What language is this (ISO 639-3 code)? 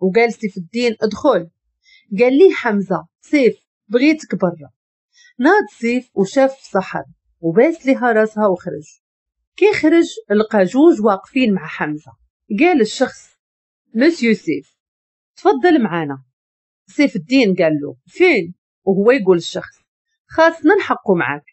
ary